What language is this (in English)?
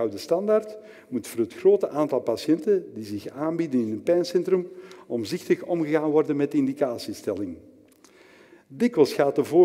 Dutch